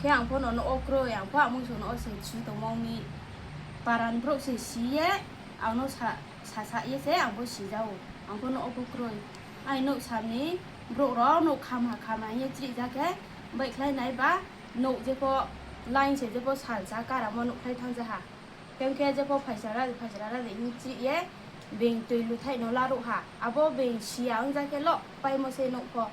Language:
Riang (India)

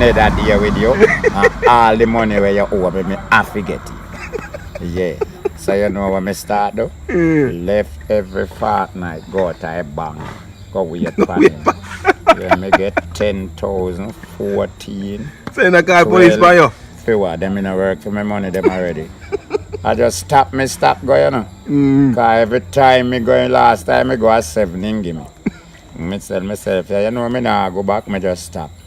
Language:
Jamaican Creole English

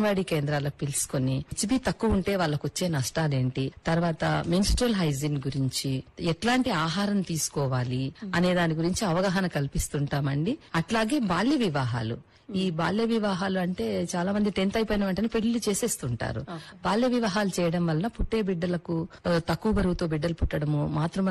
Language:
Telugu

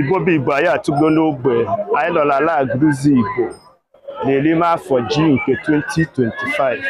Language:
Igbo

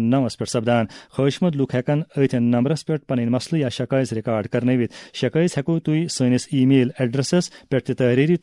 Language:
Kashmiri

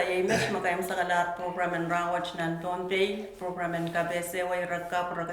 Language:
Pohnpeian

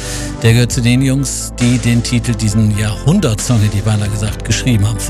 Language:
German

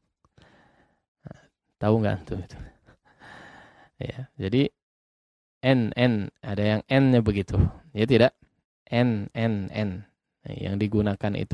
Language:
Indonesian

